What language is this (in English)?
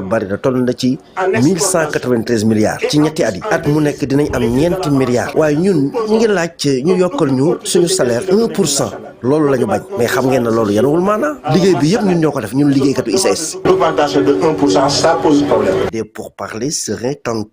Wolof